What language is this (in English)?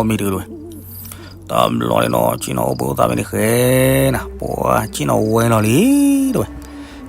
S'gaw Karen